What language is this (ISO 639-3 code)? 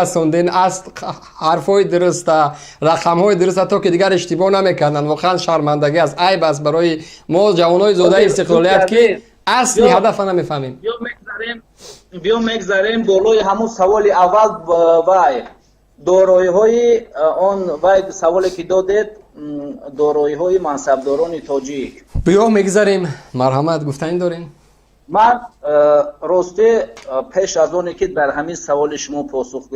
tgk